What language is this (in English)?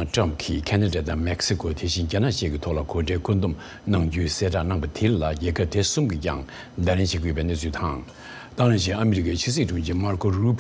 Tibetan